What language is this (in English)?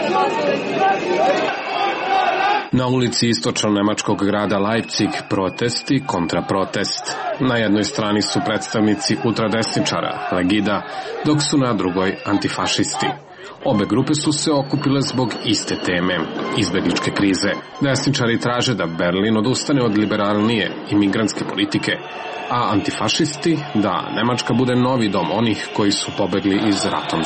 Serbian